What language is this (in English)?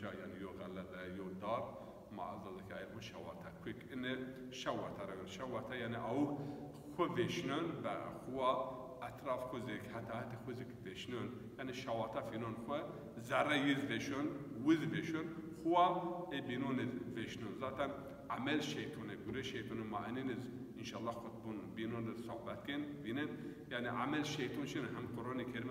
Zaza